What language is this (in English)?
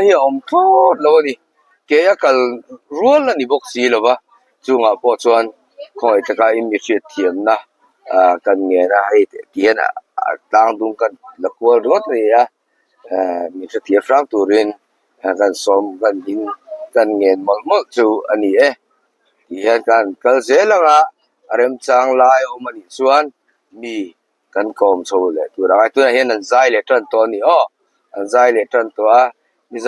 Mizo